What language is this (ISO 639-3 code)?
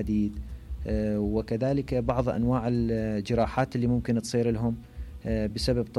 acm